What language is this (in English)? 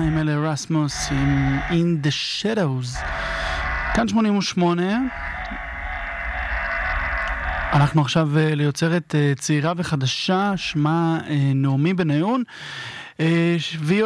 Hebrew